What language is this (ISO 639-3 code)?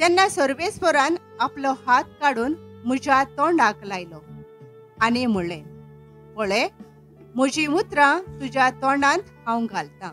kok